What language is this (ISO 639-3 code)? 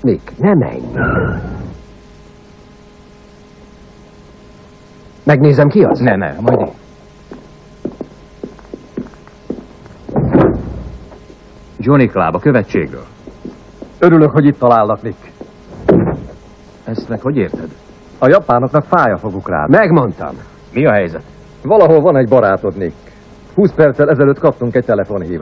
hun